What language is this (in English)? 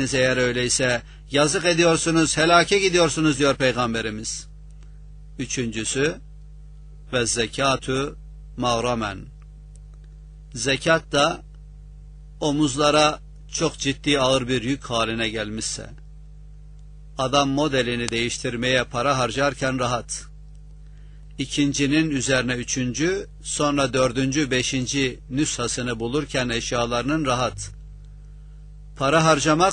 Turkish